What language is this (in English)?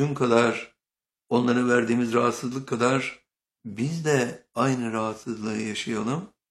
Turkish